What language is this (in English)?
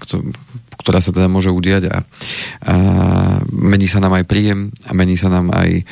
Slovak